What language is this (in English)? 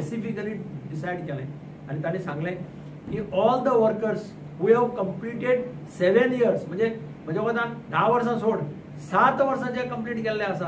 Konkani